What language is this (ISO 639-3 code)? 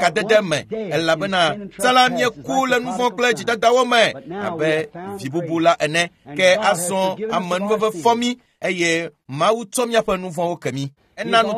ewe